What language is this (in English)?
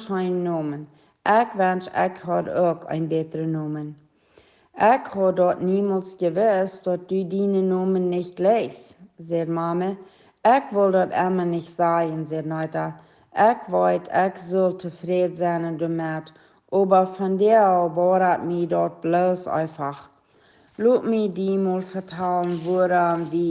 Plautdietsch